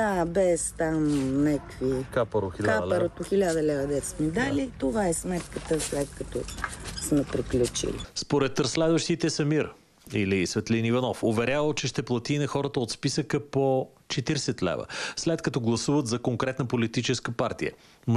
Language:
Bulgarian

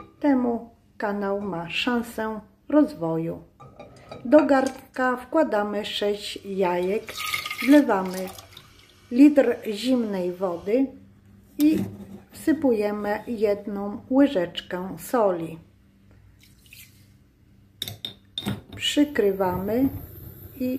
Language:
Polish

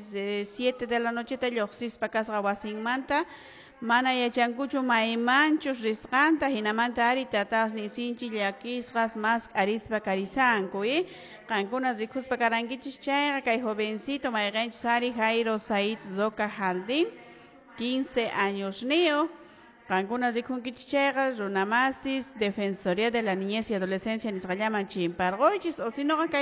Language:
Quechua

